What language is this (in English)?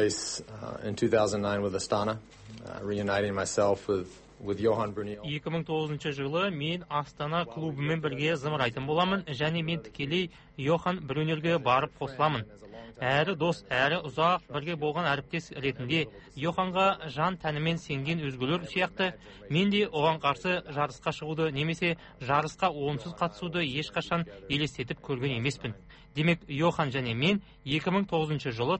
Kazakh